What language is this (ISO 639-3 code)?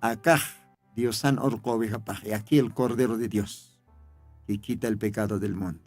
aym